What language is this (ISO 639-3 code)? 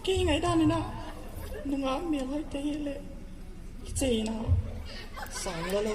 pck